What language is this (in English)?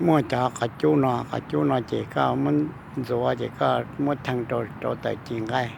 Hmong